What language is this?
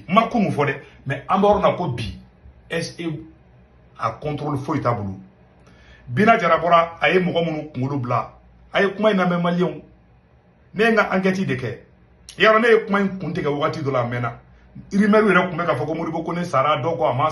Bambara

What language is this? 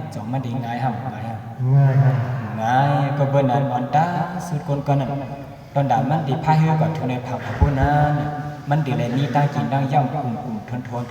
Shan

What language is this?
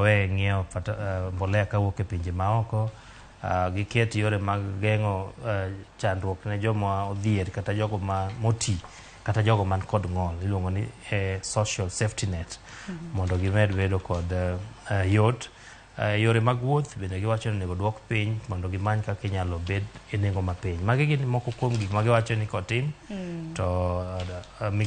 Luo (Kenya and Tanzania)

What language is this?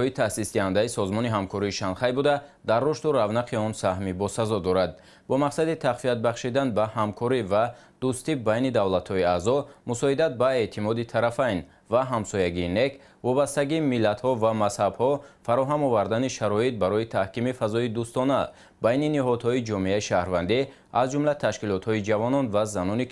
Tajik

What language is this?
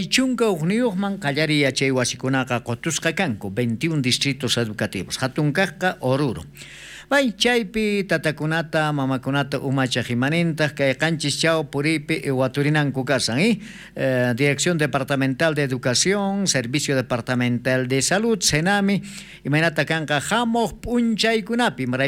South Bolivian Quechua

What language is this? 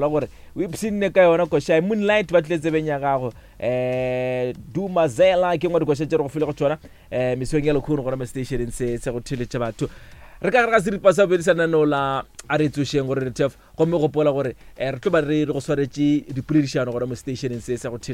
Northern Sotho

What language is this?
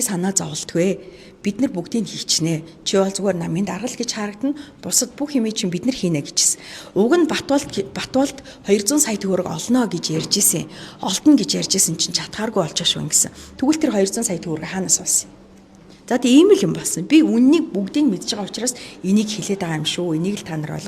Mongolian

